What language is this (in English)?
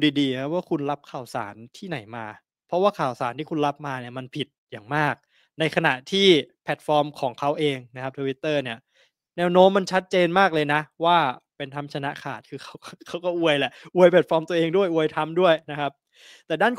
Thai